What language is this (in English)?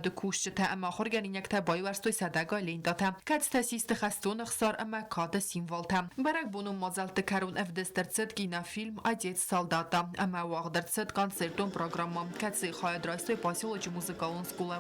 Ossetic